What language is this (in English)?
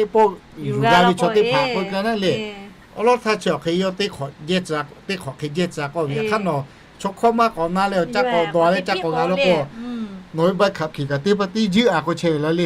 Lahu